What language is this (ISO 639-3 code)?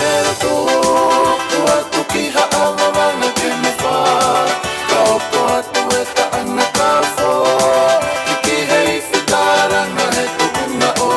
ton